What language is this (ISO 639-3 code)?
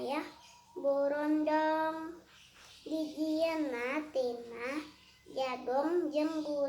sun